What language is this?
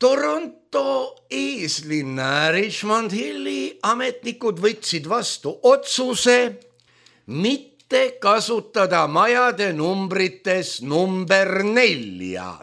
Estonian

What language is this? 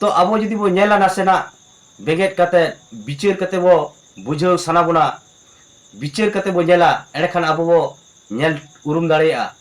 Santali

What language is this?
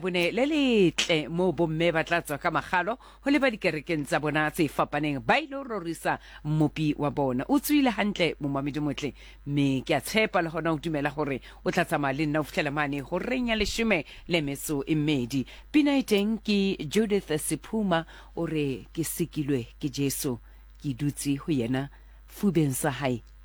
Southern Sotho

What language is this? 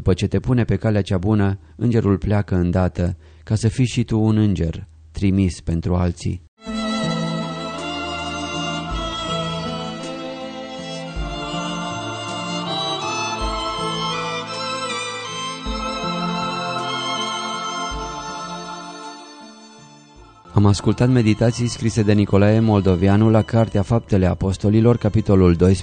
Romanian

